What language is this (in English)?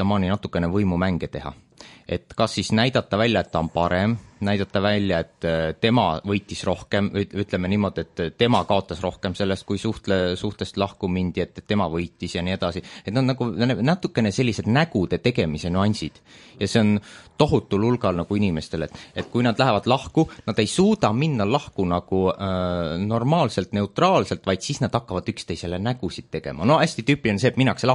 Estonian